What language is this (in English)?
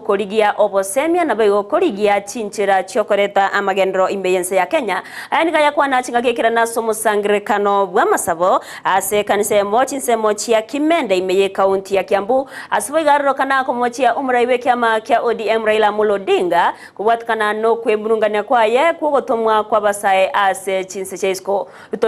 Gusii